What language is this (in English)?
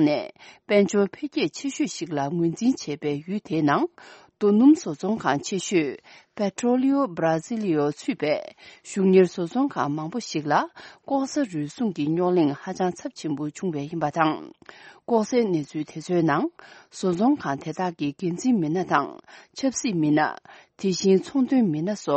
Tibetan